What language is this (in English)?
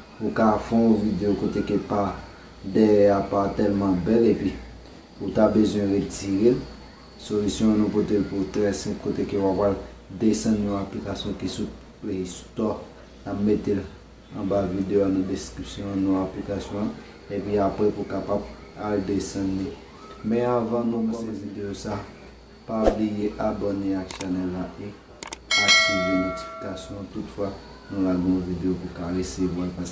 Haitian Creole